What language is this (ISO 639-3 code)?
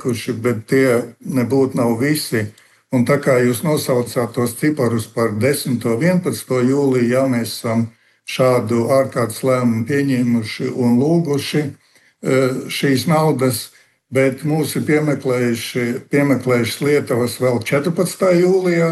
lav